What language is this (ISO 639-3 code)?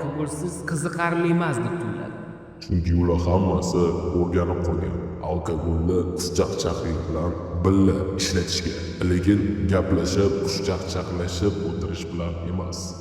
uzb